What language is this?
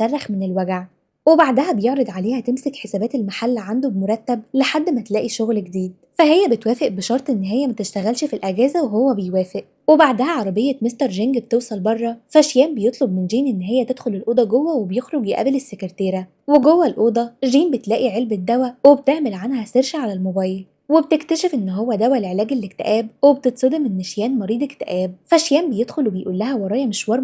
Egyptian Arabic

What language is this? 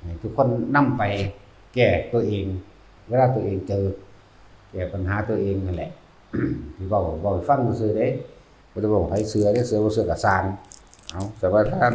Northeastern Thai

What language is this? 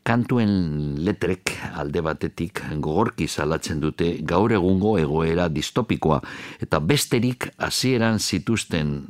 Basque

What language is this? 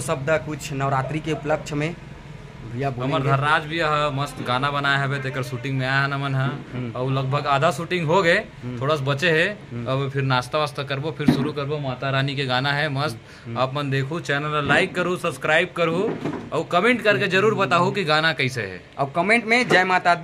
Chhattisgarhi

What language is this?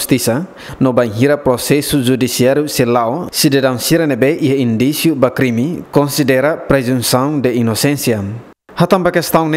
Tetum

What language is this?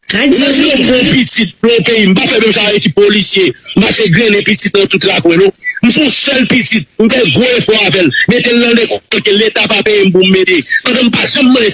Haitian Creole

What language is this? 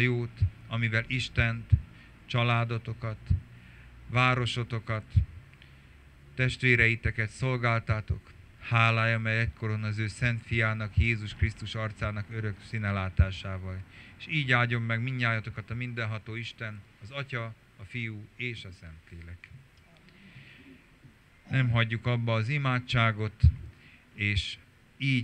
Hungarian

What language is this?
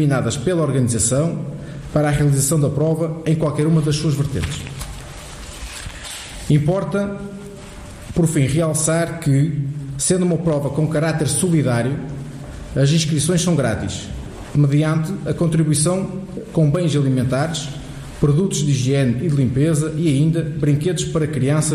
Portuguese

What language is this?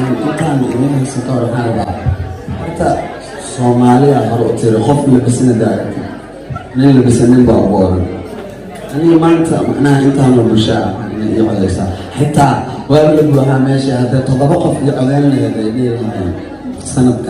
Somali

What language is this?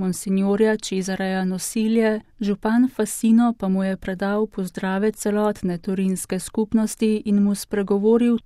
Slovenian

